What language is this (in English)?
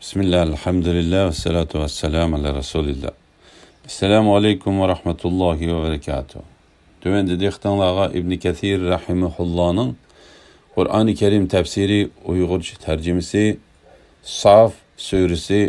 Uyghur